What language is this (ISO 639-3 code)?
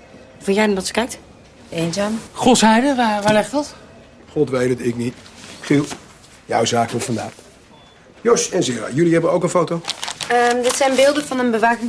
nld